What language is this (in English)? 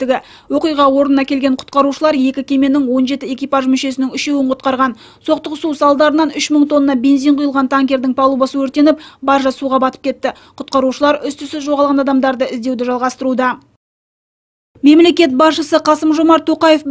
Kazakh